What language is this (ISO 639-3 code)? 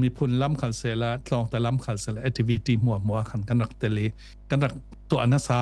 cfm